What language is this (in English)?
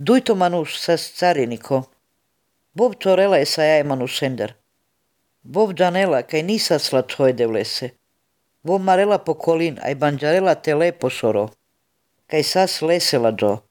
Macedonian